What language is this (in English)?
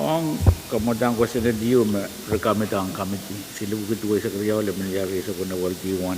Pohnpeian